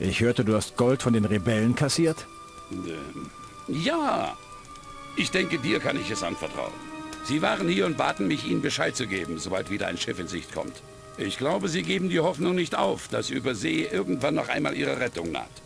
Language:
Bavarian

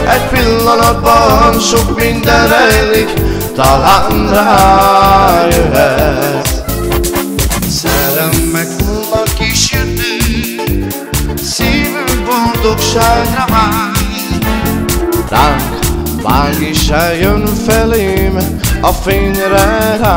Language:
Hungarian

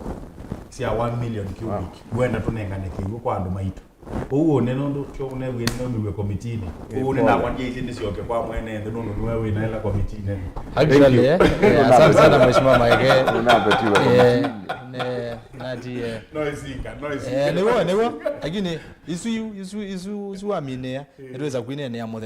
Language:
Kamba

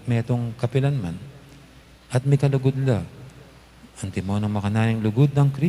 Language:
Pampanga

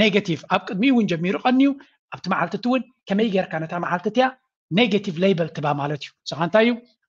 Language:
Tigrinya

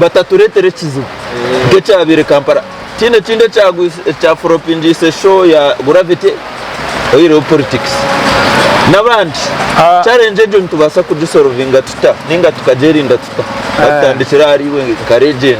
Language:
Nyankole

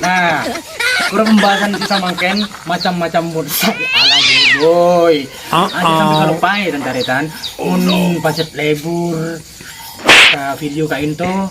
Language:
Madurese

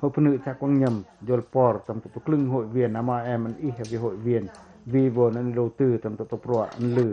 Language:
Pacoh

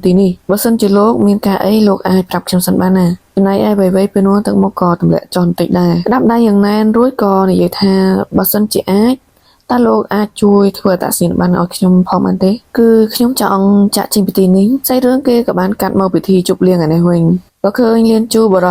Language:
Khmer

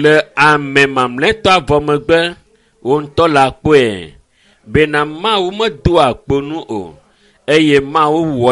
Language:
Ewe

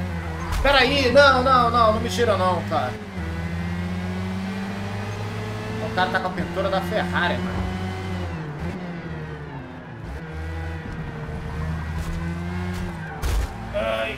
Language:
Portuguese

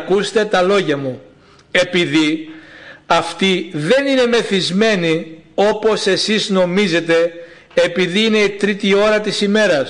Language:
Greek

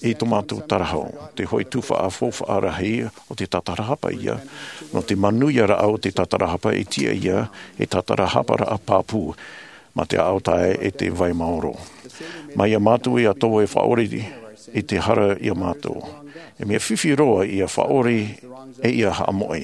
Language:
Tahitian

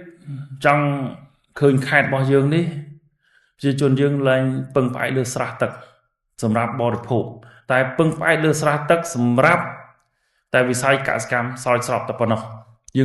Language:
Khmer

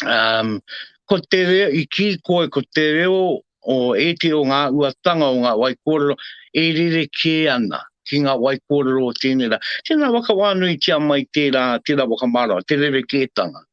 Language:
Māori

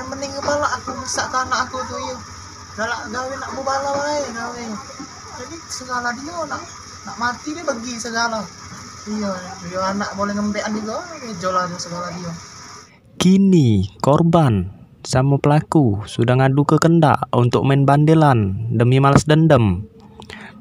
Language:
Musi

